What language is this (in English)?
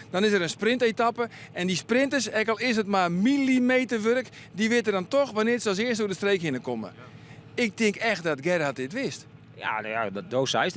Western Frisian